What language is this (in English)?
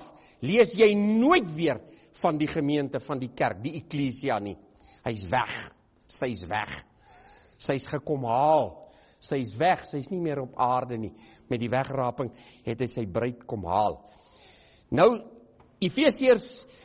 Afrikaans